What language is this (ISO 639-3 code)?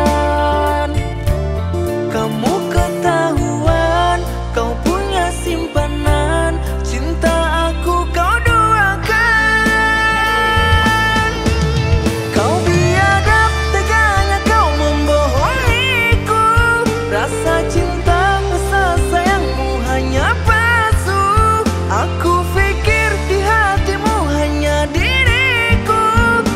ind